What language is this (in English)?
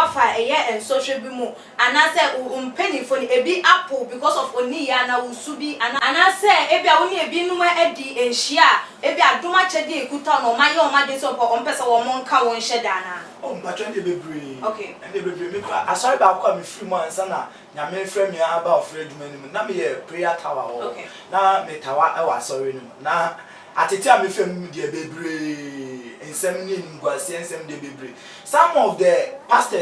Akan